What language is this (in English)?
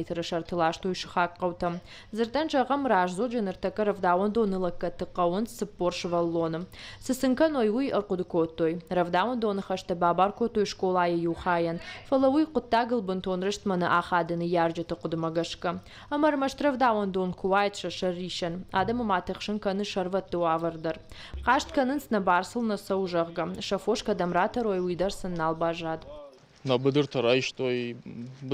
Ossetic